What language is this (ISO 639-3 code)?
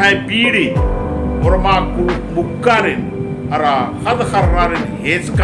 kru